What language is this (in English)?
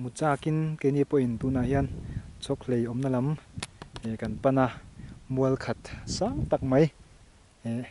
Mizo